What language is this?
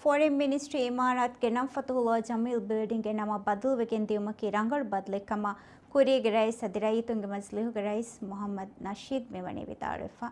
Divehi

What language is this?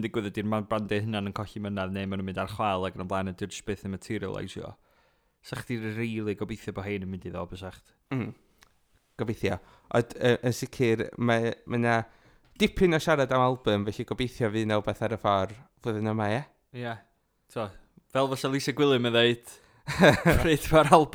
Welsh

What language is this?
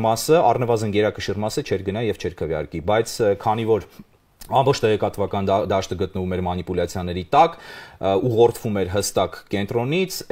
Armenian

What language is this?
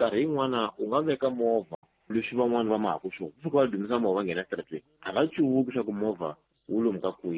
Tsonga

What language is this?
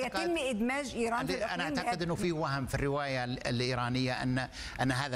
Arabic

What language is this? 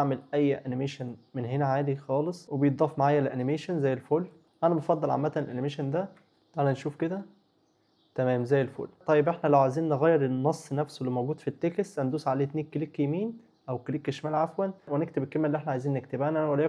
Egyptian Arabic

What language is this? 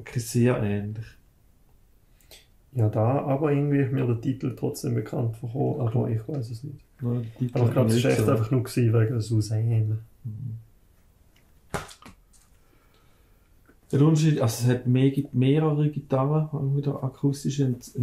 German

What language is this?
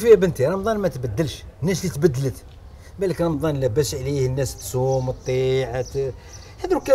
Algerian Arabic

